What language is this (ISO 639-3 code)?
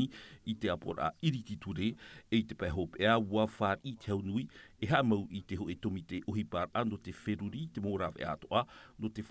tah